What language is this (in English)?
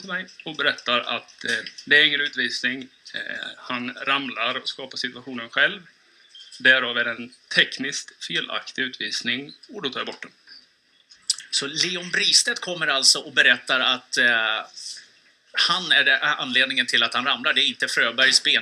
Swedish